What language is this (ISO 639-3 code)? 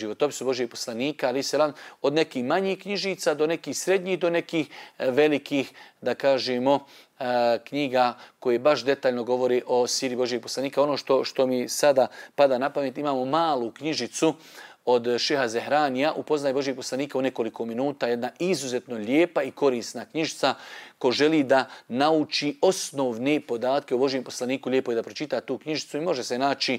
bos